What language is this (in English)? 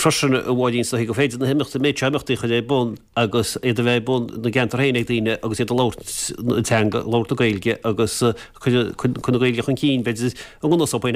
Irish